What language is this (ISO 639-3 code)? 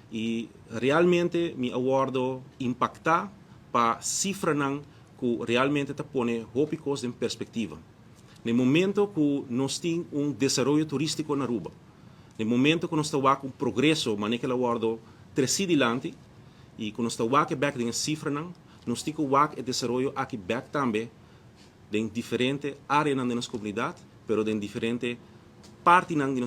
pap